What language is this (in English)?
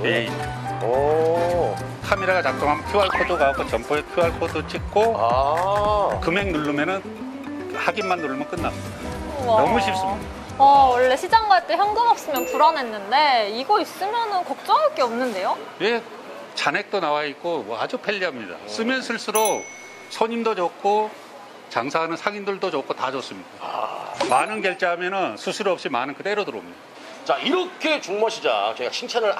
Korean